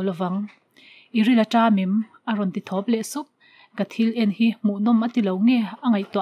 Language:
Mizo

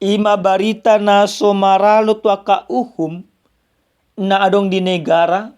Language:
Batak Toba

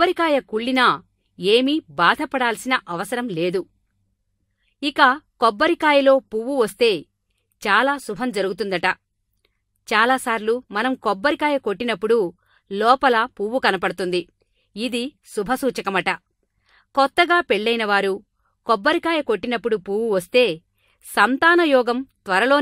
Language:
Telugu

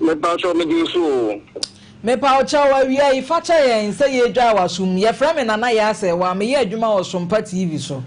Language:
Akan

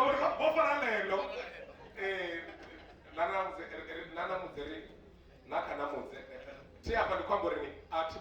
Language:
Venda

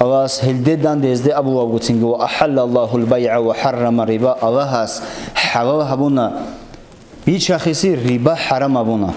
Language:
Avaric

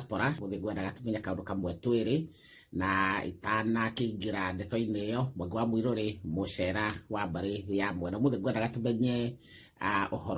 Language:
Kikuyu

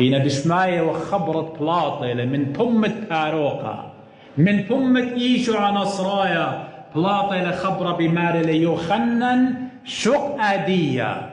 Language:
Assyrian Neo-Aramaic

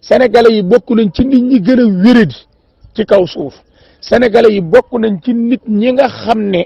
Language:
Wolof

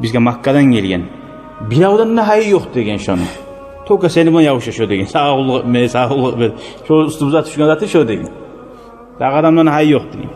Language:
Kumyk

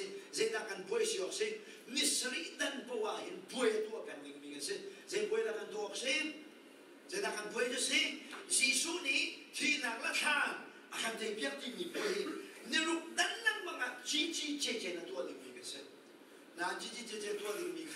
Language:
Hakha Chin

